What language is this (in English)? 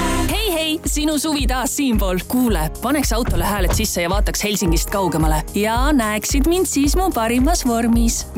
Estonian